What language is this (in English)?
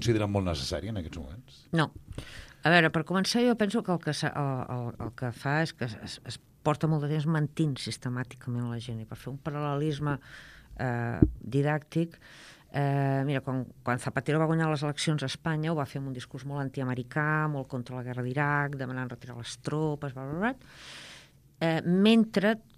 Catalan